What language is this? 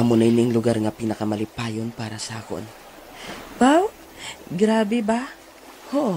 Hiligaynon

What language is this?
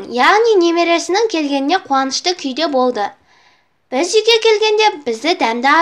Kazakh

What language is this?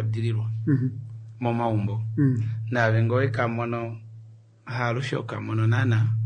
Kuanyama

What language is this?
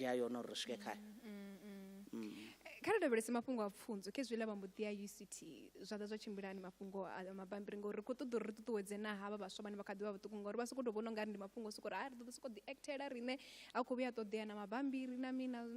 Venda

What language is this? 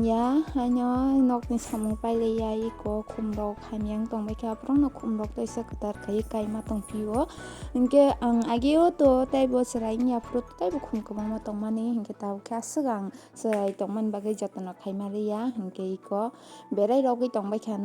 Kok Borok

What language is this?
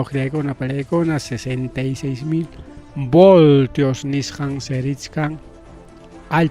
Ayacucho Quechua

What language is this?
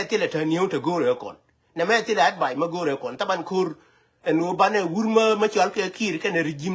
Nuer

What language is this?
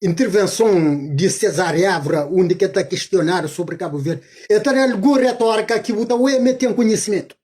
Kabuverdianu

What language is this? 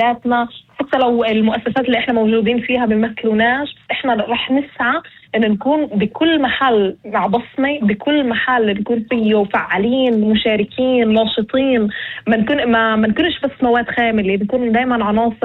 North Levantine Arabic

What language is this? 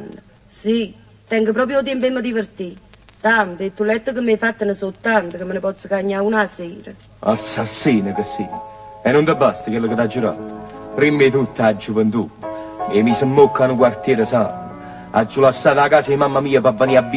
Neapolitan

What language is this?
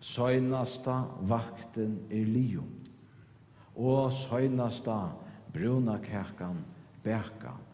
Faroese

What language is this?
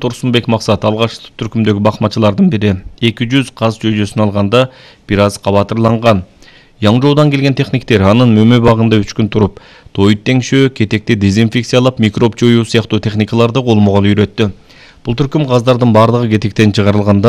Kyrgyz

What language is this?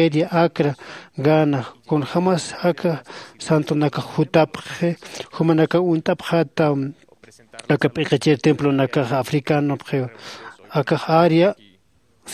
Aymara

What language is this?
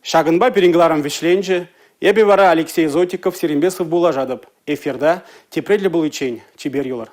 Chuvash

